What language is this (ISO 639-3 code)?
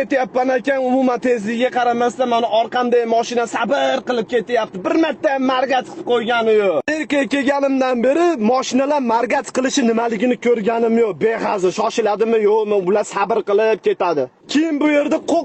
uzb